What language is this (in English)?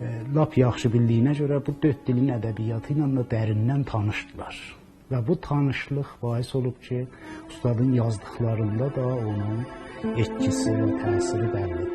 South Azerbaijani